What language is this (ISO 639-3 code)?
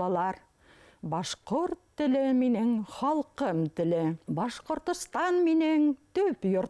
bak